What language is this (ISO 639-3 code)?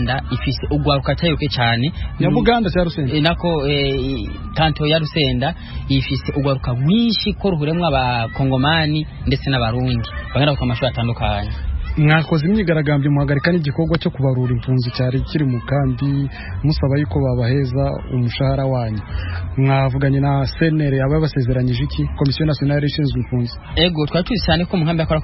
run